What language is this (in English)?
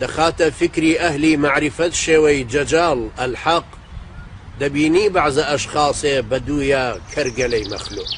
Central Kurdish